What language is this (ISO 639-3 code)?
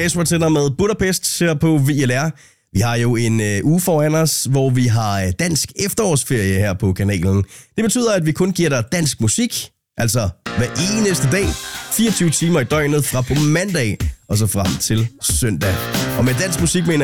dan